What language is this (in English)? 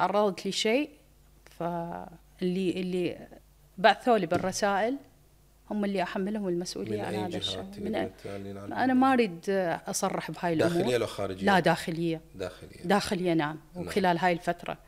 Mesopotamian Arabic